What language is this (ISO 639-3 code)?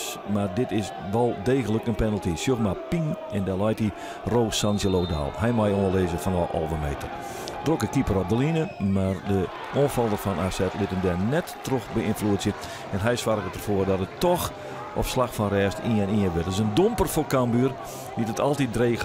fry